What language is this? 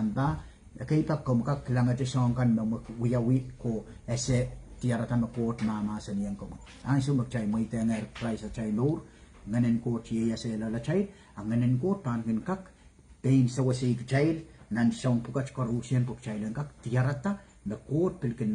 Pohnpeian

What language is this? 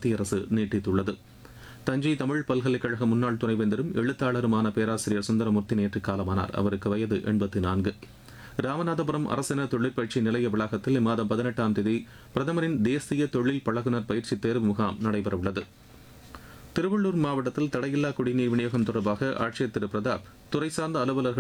Tamil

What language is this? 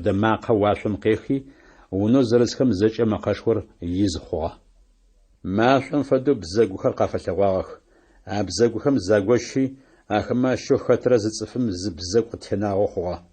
Adyghe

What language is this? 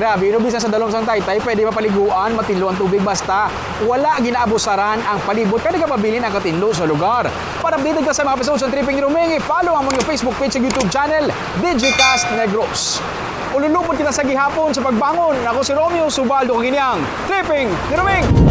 Hiligaynon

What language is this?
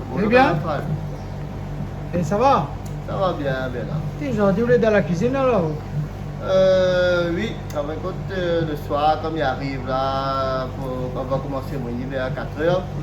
Réunion Creole French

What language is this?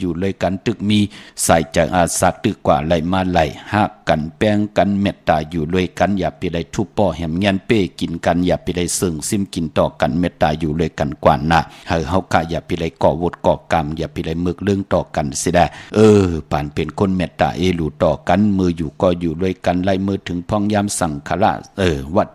Shan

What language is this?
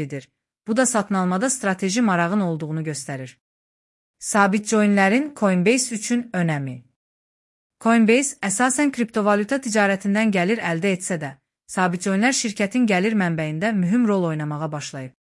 Azerbaijani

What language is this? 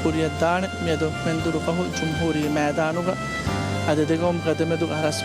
Divehi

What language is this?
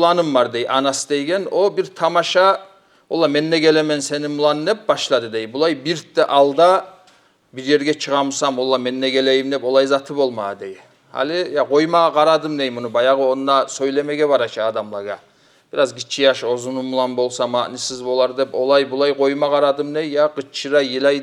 Kumyk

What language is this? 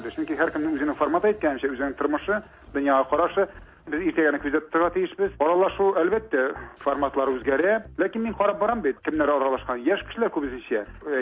Tatar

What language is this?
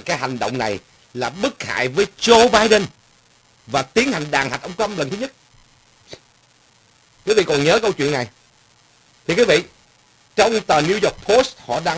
Vietnamese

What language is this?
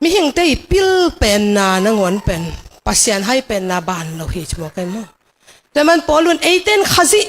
Tedim Chin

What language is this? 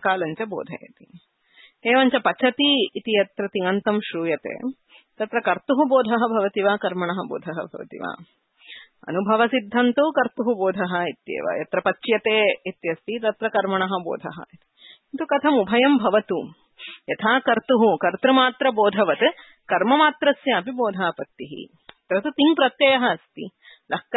Sanskrit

